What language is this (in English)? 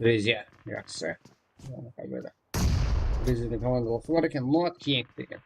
Kara-Kalpak